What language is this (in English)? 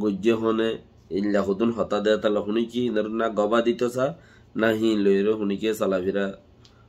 Rohingya